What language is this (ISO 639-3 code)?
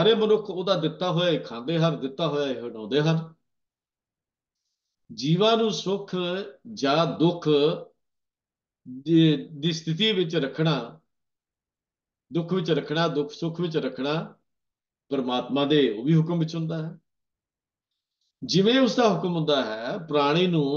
pan